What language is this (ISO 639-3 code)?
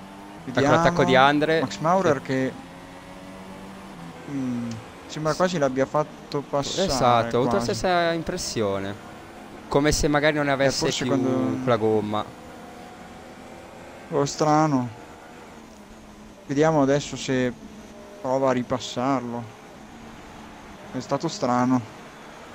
ita